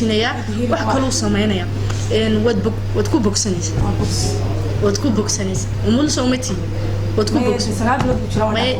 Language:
Somali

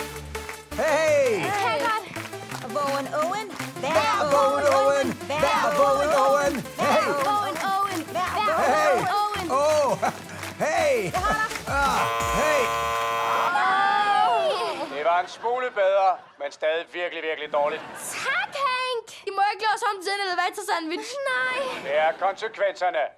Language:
Danish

